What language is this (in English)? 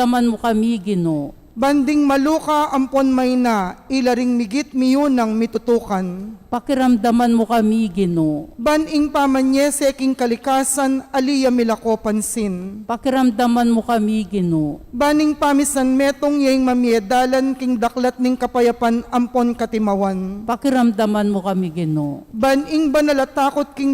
Pampanga